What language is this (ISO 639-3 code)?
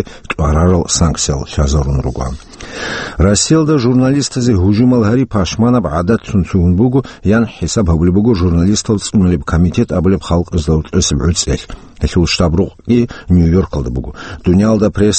ava